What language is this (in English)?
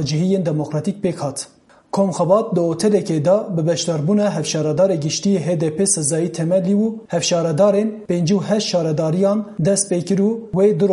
Kurdish